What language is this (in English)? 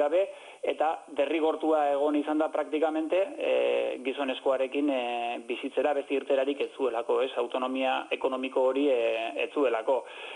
Basque